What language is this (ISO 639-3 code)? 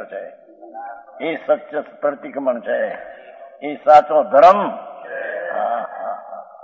guj